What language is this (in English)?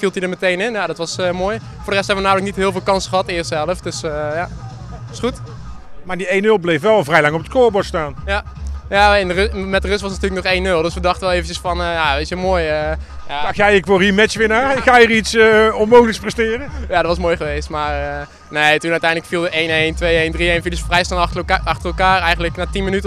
Dutch